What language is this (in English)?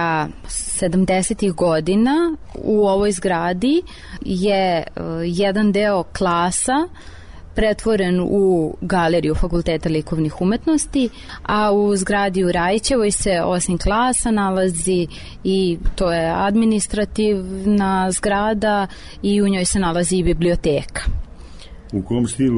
Serbian